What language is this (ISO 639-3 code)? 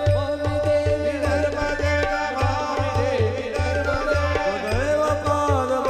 mar